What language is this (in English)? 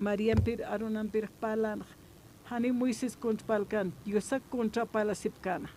Aymara